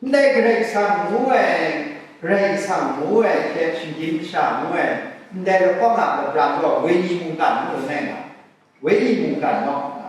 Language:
Kachin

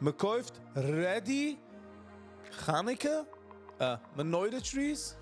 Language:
Yiddish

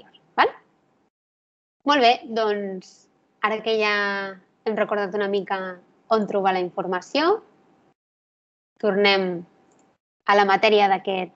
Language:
Catalan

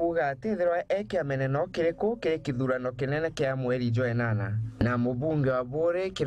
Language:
Meru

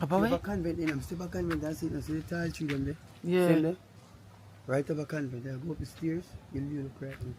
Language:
Jamaican Creole English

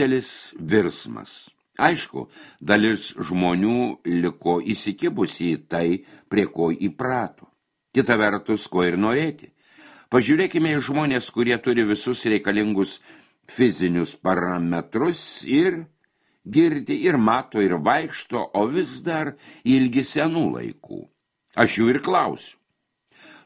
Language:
Lithuanian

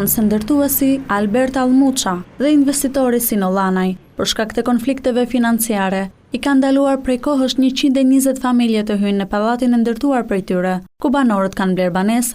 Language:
Albanian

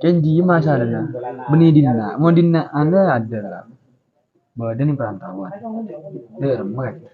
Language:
Madurese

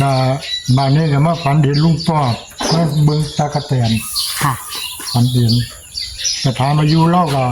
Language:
Northeastern Thai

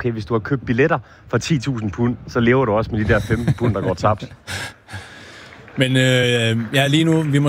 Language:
Danish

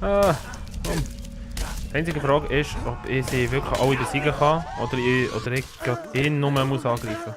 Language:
Swiss German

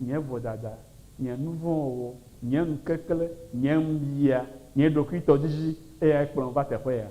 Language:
Ewe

